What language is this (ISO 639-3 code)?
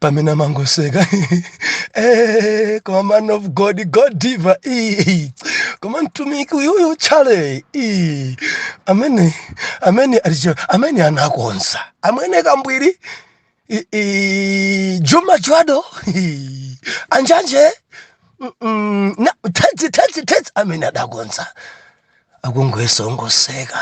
nya